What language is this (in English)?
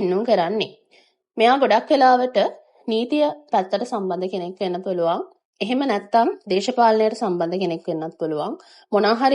Sinhala